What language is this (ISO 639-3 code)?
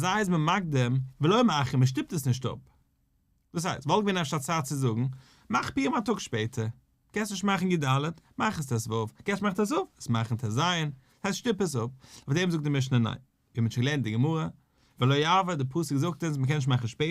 yid